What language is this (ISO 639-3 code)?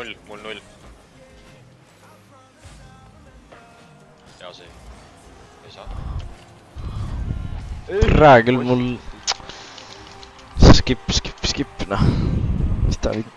est